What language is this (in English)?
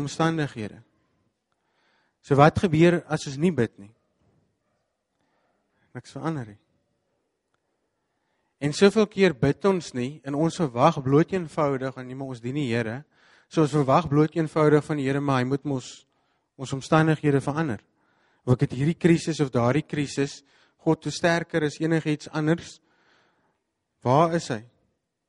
Afrikaans